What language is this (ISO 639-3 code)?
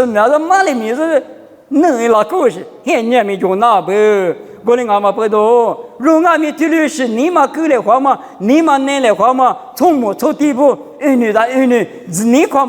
lis